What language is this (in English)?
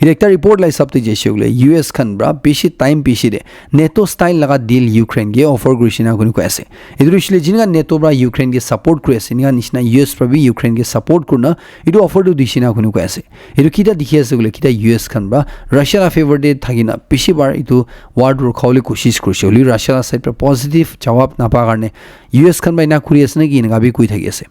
Naga Pidgin